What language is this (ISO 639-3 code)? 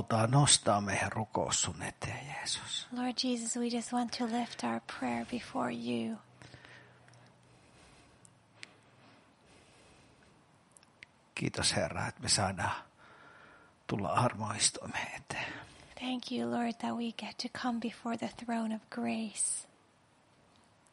fin